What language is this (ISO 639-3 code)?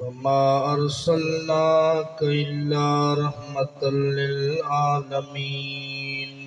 skr